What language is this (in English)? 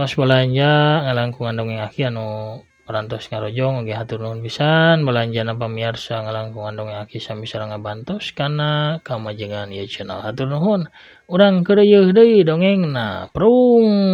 Sundanese